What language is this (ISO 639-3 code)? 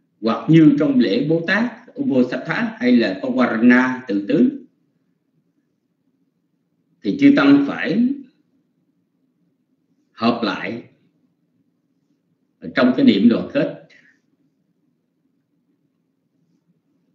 vie